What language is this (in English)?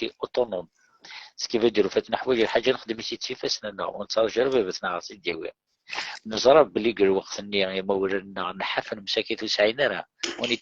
Kabyle